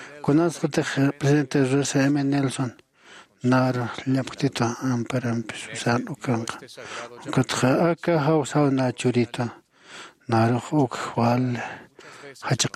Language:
Aymara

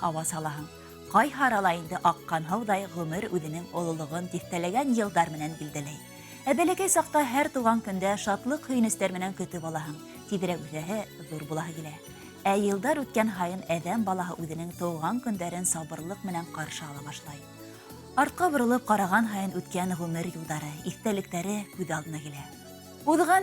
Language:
Bashkir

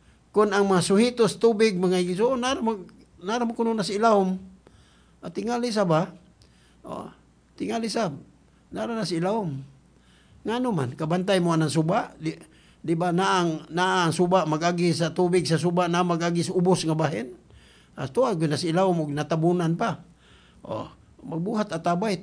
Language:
Cebuano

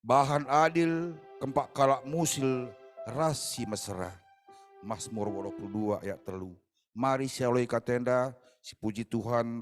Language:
Batak Karo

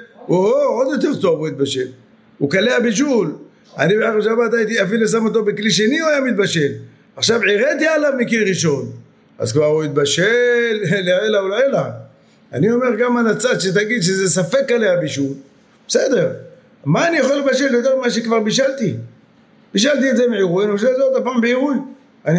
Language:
Hebrew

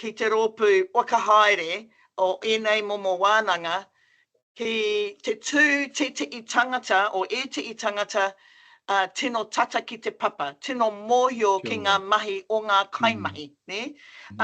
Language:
Māori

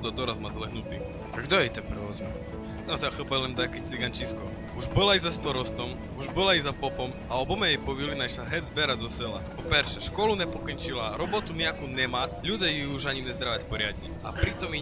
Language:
Rusyn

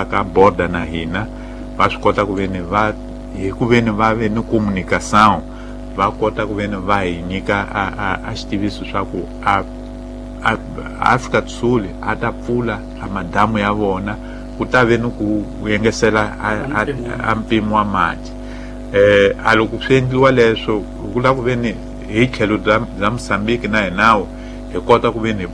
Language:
Tsonga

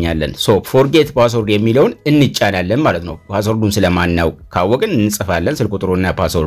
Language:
Amharic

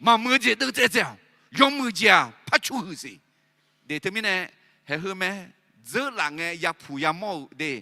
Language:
Akha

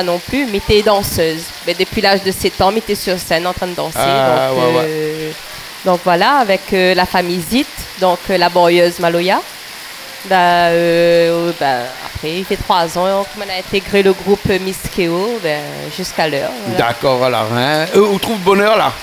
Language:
Réunion Creole French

